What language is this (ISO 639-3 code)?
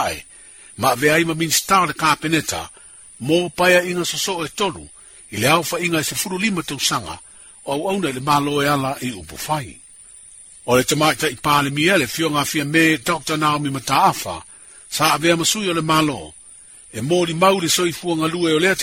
smo